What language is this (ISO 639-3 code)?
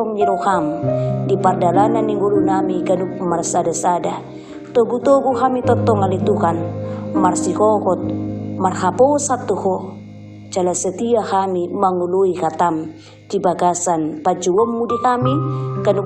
bbc